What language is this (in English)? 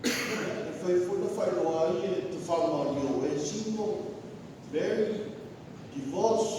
Samoan